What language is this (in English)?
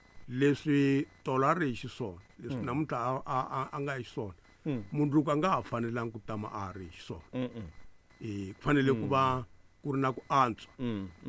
Tsonga